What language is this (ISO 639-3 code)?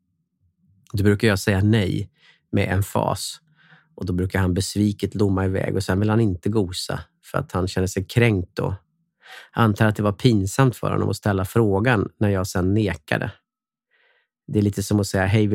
swe